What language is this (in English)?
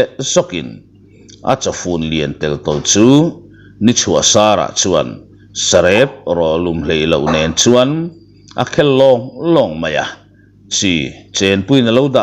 Mizo